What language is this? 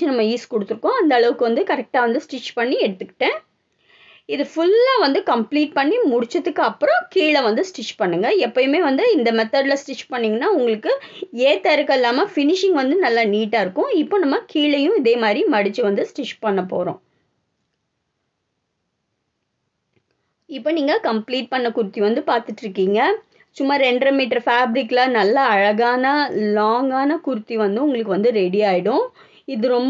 Tamil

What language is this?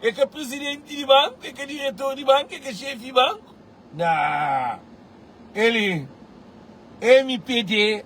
Kabuverdianu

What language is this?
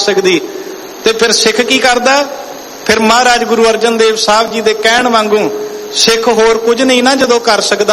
Punjabi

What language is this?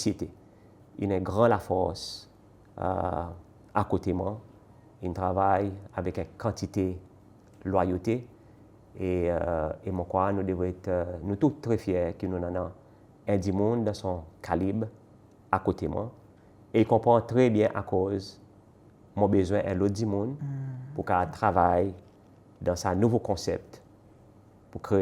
Seselwa Creole French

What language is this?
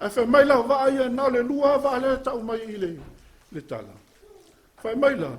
Samoan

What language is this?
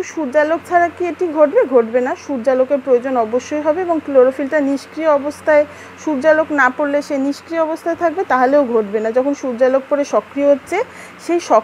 Bangla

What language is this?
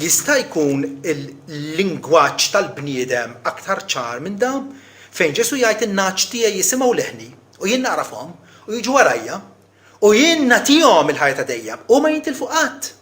Maltese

